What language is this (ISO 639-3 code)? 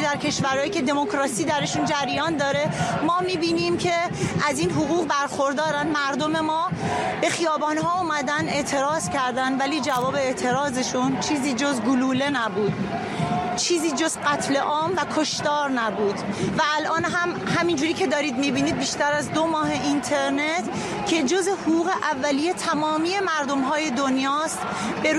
fas